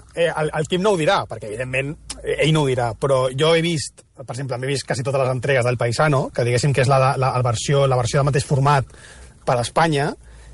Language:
Catalan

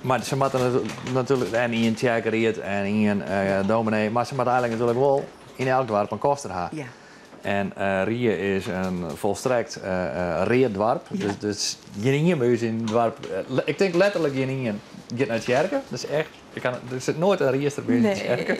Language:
Western Frisian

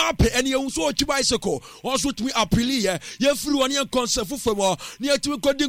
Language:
Akan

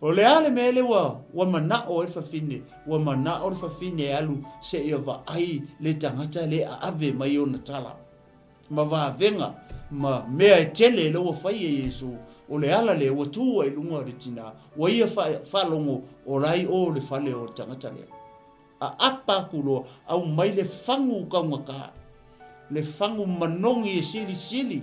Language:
Samoan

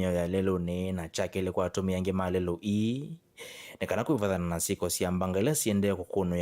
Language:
Kamba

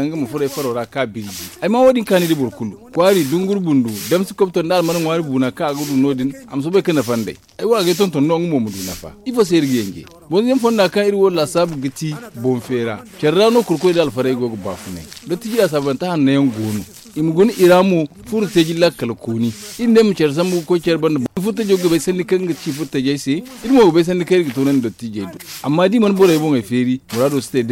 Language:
Zarma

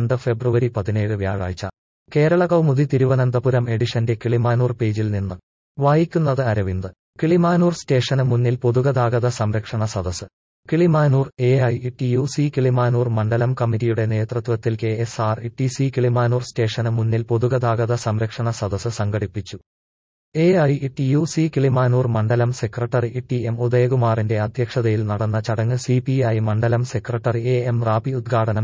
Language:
Malayalam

